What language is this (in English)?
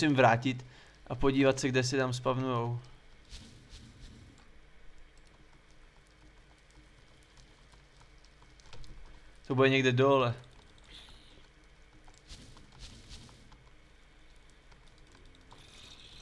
Czech